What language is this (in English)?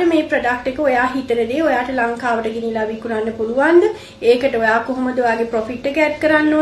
Sinhala